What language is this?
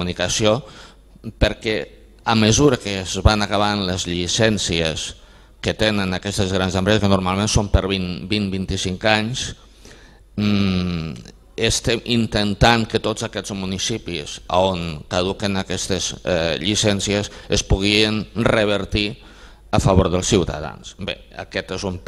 Catalan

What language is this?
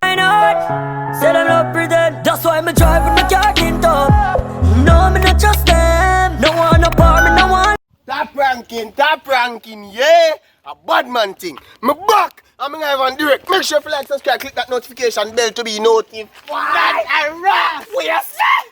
Jamaican Creole English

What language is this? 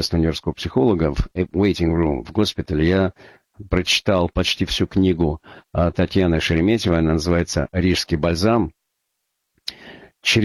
Russian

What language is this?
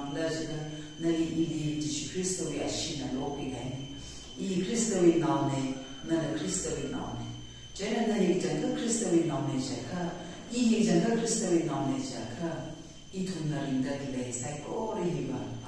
Tangkhul Naga (India)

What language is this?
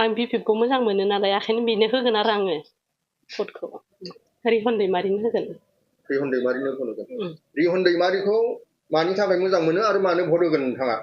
Bodo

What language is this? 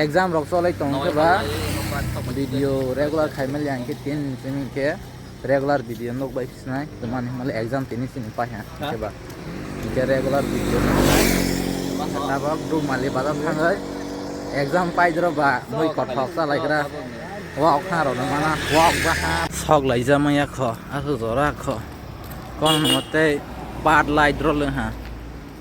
Kok Borok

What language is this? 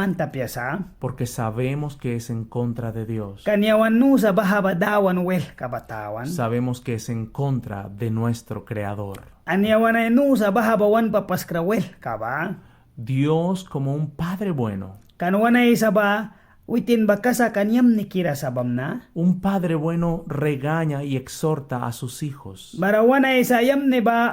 Mískito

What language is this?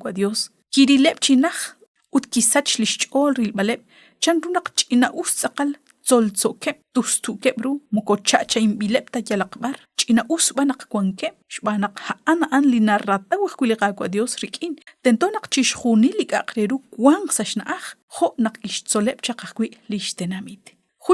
Kekchí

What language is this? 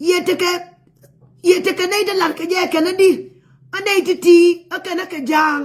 Nuer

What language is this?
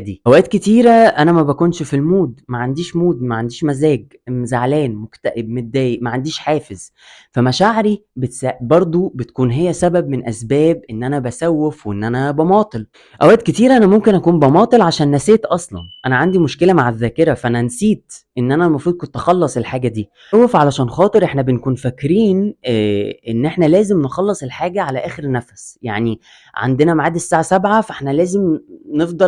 Egyptian Arabic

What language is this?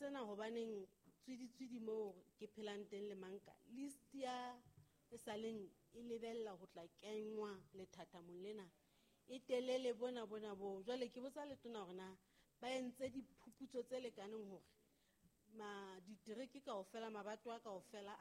Southern Sotho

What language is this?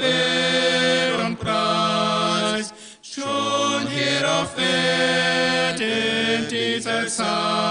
Plautdietsch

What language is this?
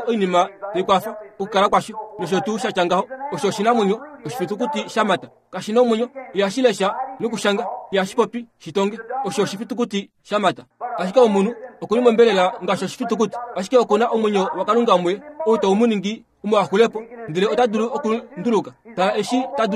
Kuanyama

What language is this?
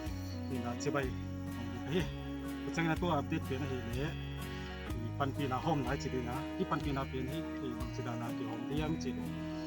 Tedim Chin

